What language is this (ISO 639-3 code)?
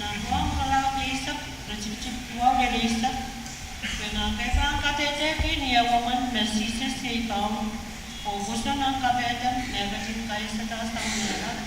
pon